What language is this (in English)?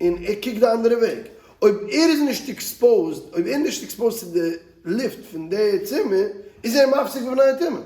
Yiddish